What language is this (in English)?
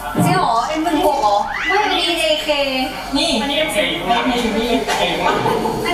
Thai